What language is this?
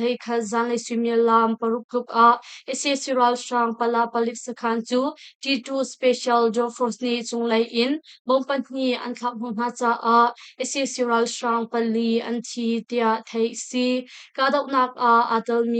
Hakha Chin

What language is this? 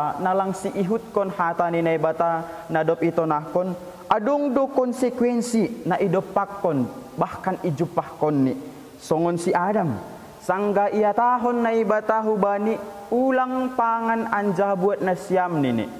Batak Simalungun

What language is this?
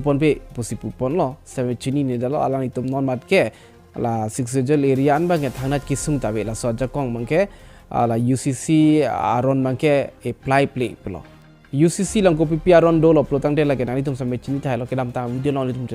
Karbi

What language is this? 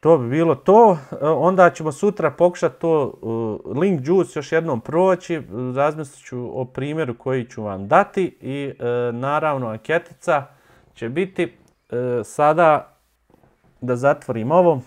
Bosnian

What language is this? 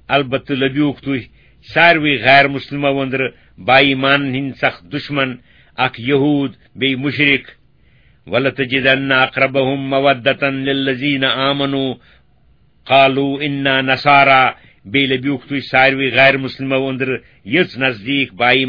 Kashmiri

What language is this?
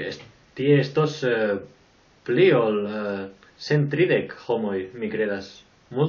Esperanto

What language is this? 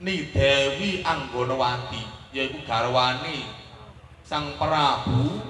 Javanese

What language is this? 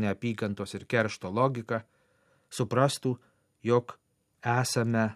Lithuanian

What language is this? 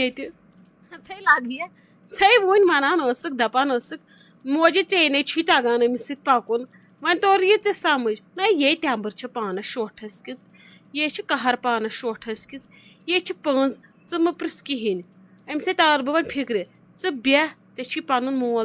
Kashmiri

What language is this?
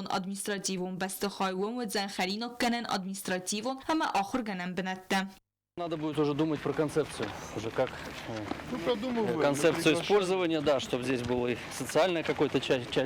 Ossetic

